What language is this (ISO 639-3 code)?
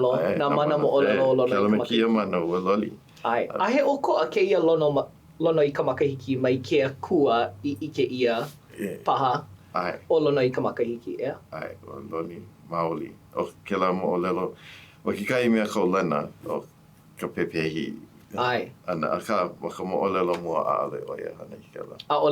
haw